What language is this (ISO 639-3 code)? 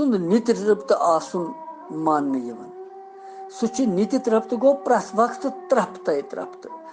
kas